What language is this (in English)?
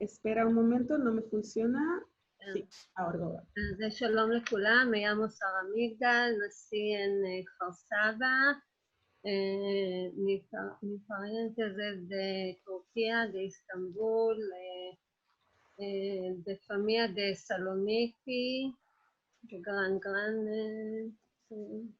Ladino